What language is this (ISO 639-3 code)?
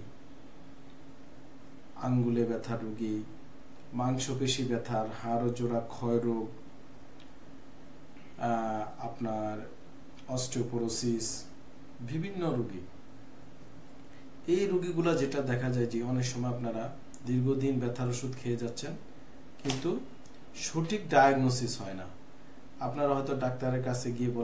ben